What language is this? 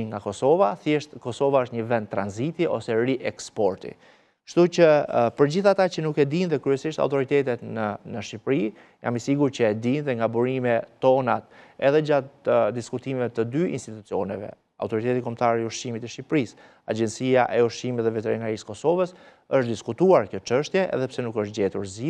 Albanian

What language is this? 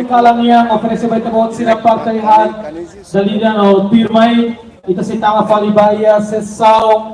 Tetum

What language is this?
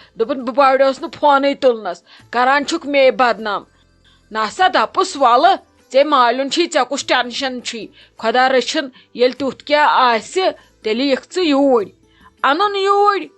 Kashmiri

